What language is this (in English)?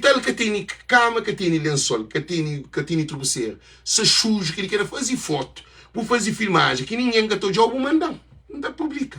Kabuverdianu